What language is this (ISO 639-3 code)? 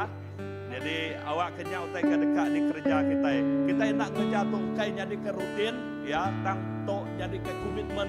iba